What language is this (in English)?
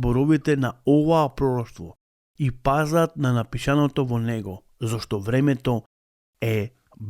Macedonian